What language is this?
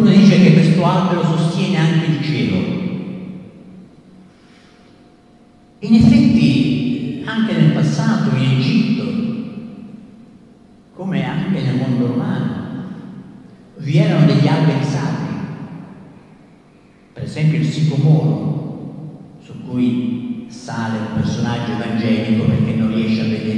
Italian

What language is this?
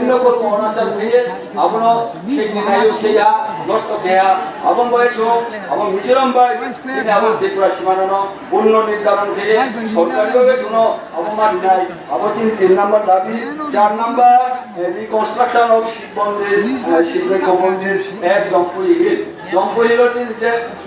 Riang (India)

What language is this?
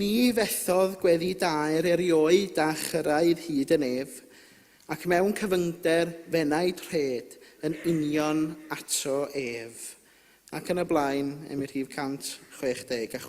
Welsh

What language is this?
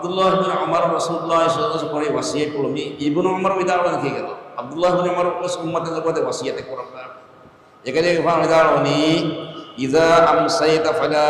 Divehi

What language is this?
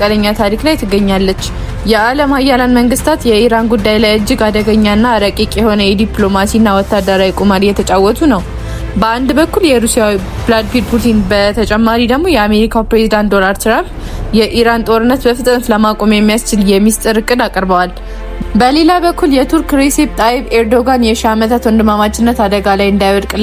Amharic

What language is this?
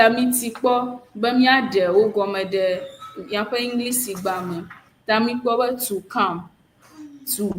Ewe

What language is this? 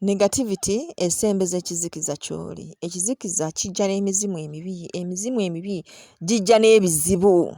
Ganda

